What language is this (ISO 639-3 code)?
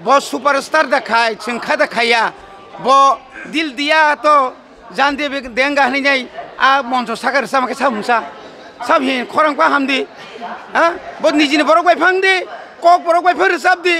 trp